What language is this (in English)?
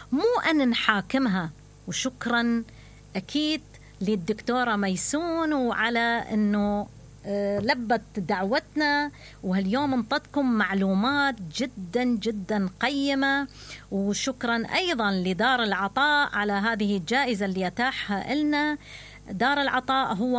Mesopotamian Arabic